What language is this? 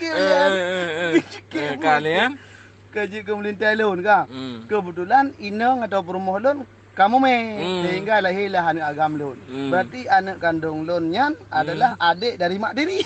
Achinese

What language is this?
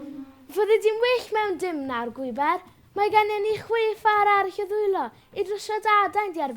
Welsh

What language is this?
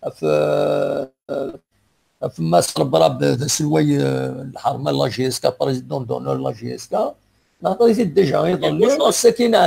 Kabyle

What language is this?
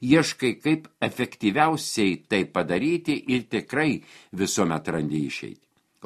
Lithuanian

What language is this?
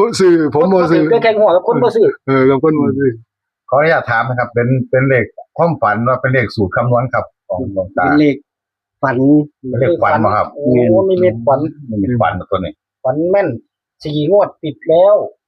Northeastern Thai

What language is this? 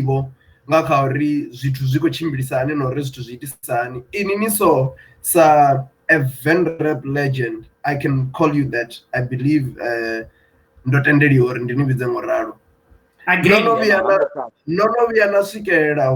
Venda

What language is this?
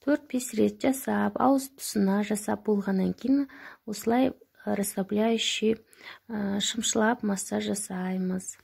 Kazakh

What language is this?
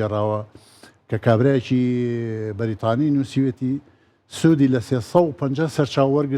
Central Kurdish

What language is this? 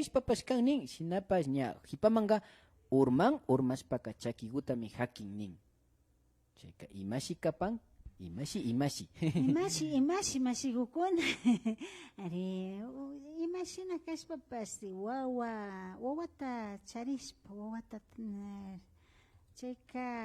Imbabura Highland Quichua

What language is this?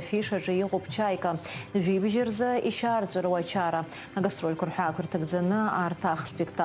Abkhazian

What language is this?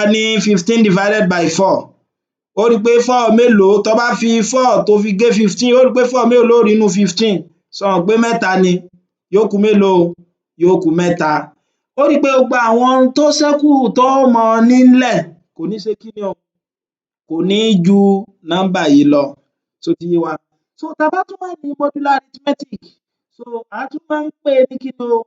Yoruba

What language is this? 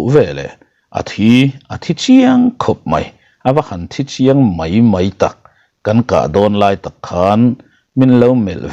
Mizo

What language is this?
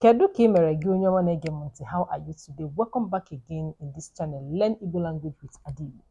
Igbo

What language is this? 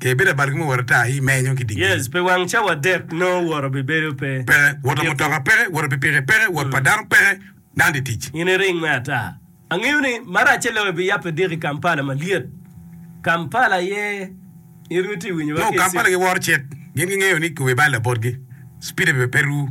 Acoli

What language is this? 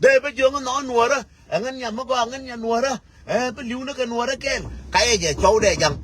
Nuer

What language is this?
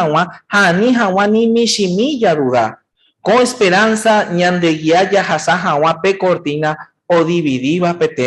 Guarani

